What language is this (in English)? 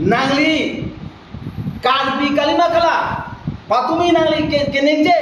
Karbi